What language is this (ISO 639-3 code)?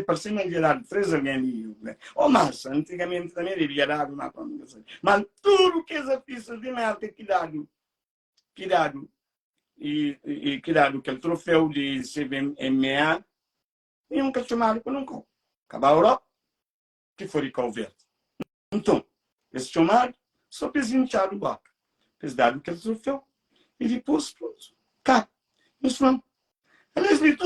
kea